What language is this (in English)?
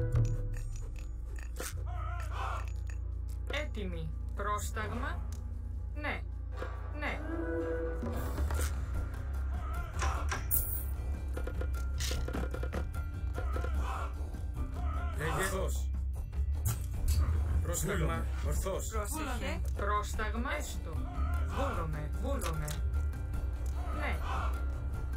Greek